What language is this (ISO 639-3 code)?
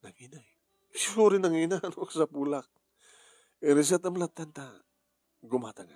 ilo